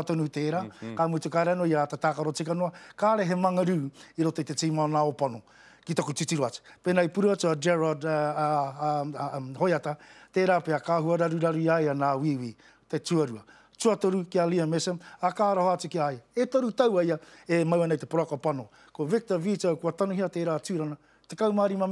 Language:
Māori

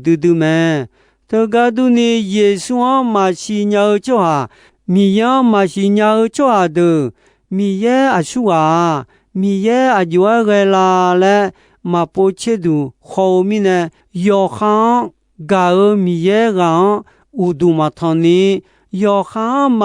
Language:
Akha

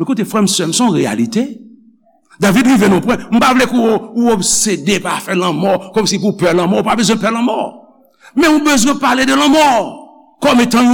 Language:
Haitian Creole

